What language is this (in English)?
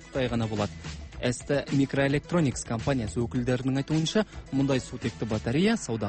Kazakh